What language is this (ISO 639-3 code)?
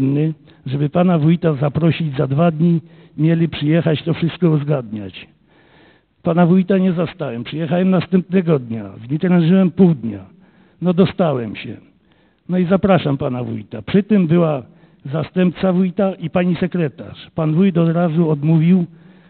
pol